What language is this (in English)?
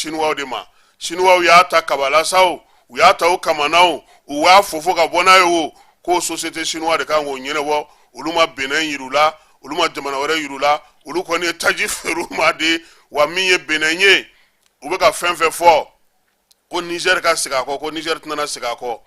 Bambara